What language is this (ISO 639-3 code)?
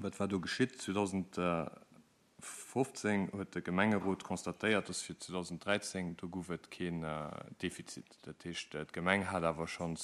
ltz